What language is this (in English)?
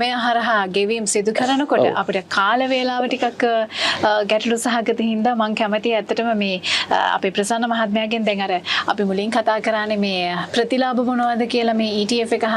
Sinhala